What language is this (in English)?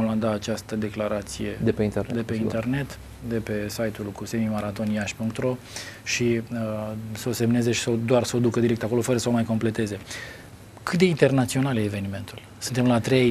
Romanian